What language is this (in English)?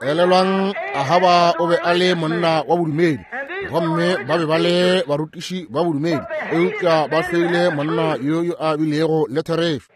Northern Sotho